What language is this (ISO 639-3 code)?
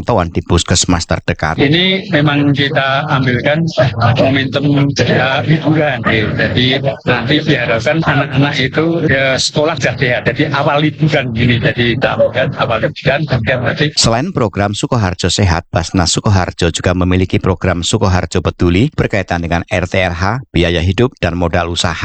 ind